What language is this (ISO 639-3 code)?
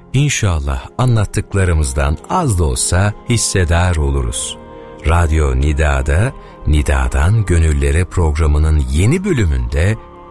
tur